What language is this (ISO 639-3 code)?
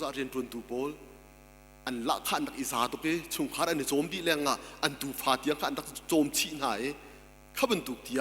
cnh